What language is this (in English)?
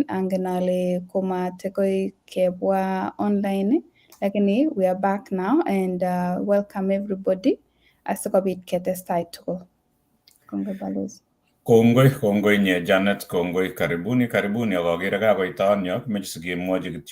Kalenjin